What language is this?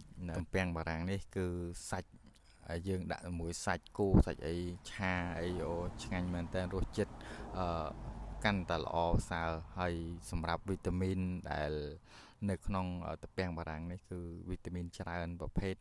Khmer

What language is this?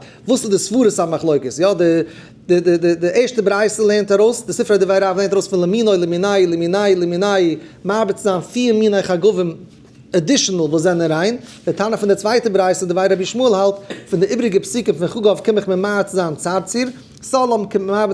Yiddish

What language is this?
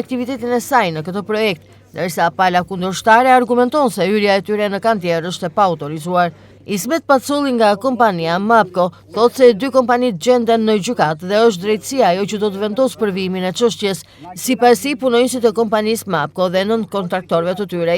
Albanian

